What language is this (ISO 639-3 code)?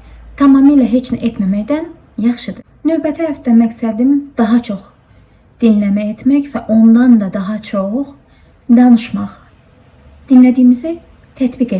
aze